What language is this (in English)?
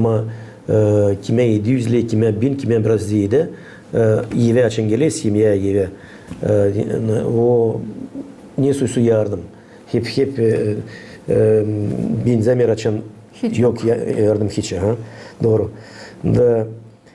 Gagauz